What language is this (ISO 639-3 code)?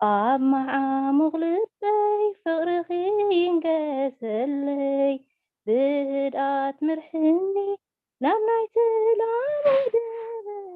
tir